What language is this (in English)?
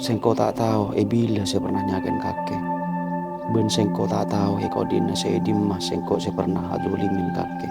Madurese